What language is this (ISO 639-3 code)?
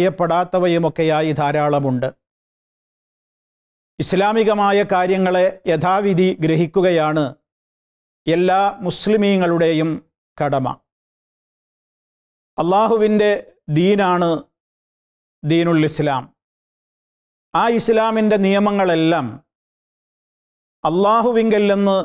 mal